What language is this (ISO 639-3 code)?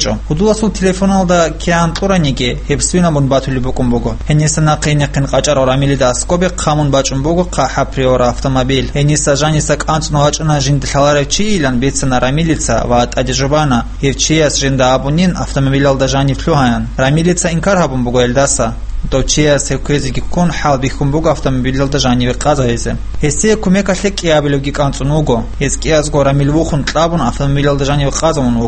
ava